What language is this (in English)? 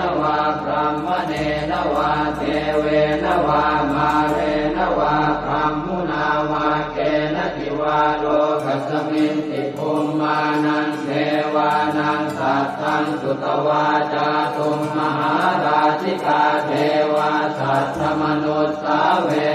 Pali